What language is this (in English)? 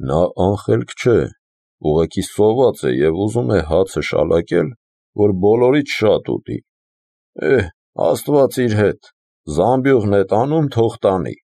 Armenian